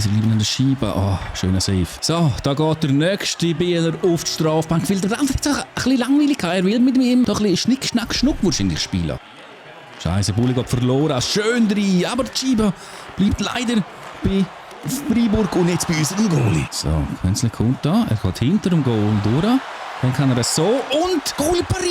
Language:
Swiss German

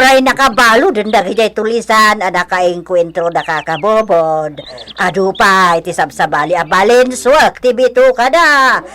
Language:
Iloko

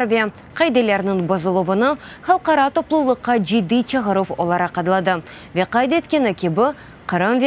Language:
Crimean Tatar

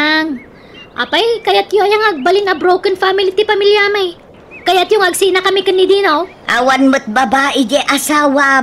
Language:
Iloko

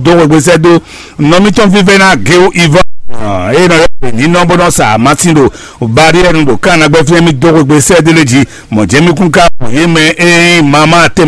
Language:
Fon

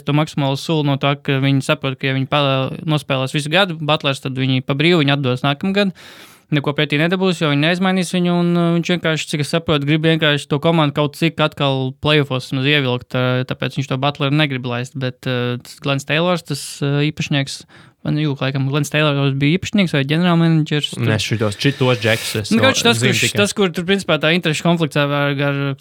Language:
Latvian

